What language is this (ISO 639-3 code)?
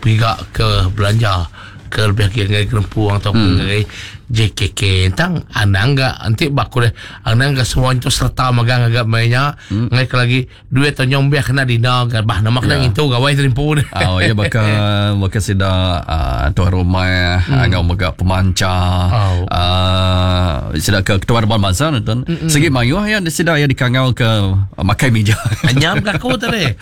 iba